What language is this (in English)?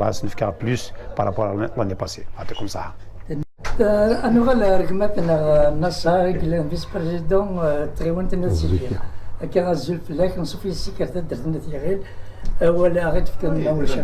Kabyle